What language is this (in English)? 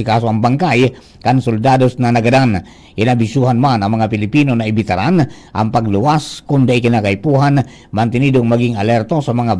Bikol